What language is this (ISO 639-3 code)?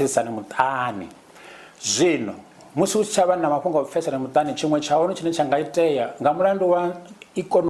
ven